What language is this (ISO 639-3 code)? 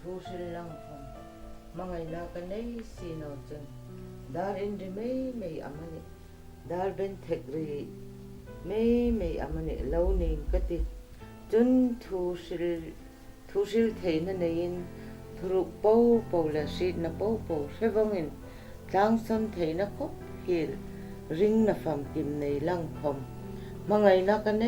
hmr